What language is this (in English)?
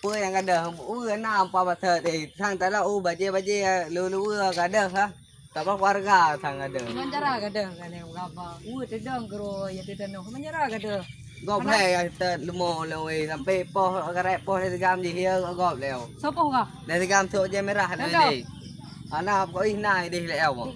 Achinese